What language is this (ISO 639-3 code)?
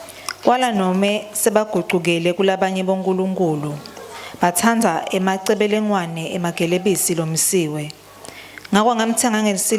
ssw